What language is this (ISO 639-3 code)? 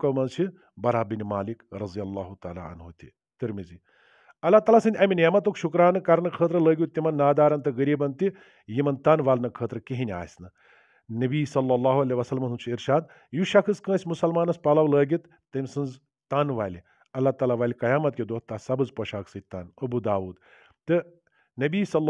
kas